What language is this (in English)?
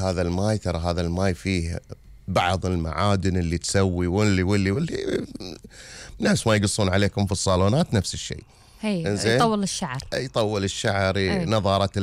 Gulf Arabic